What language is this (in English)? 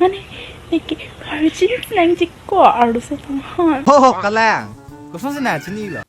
Karbi